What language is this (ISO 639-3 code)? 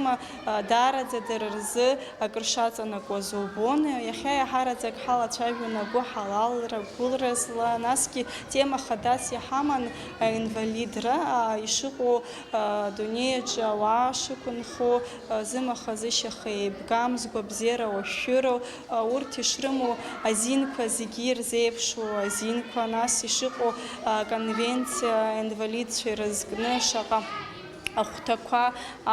abk